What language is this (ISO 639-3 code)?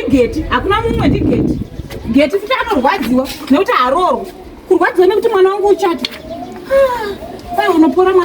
sna